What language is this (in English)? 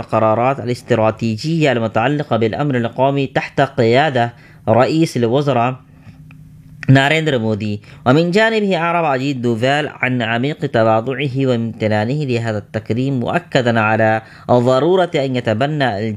Arabic